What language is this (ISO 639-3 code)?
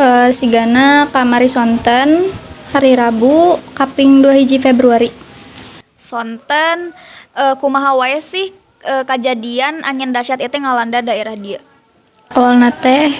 sun